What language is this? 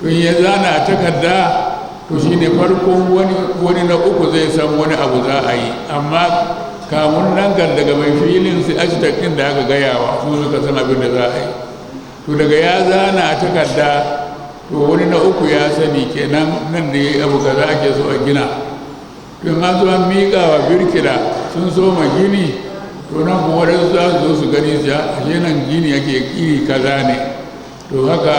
Hausa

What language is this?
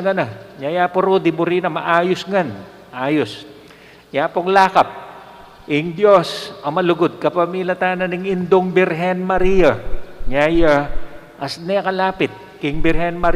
Pampanga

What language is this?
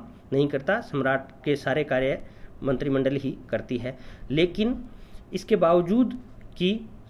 Hindi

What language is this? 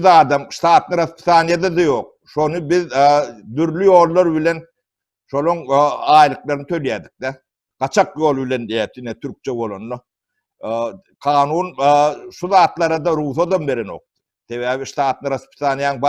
Turkmen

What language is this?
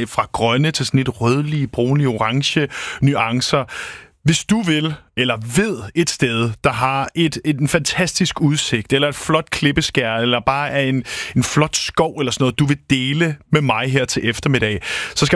Danish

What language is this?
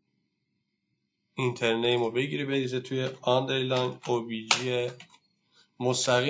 Persian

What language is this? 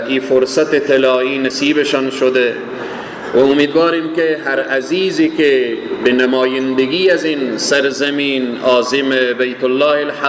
Persian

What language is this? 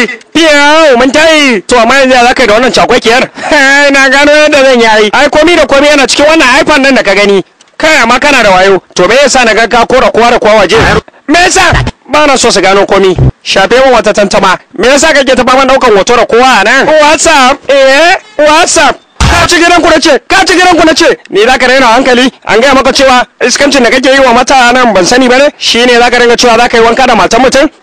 Hausa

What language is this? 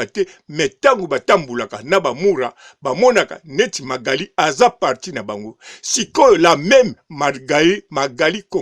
Lingala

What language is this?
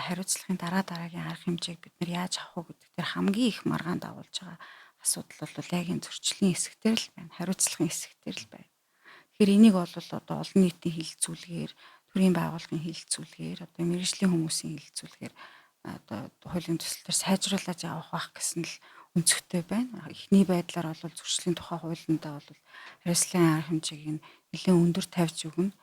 Mongolian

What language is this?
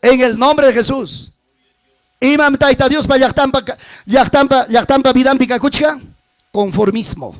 Ayacucho Quechua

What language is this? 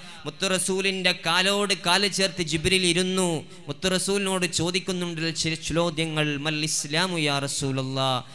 Malayalam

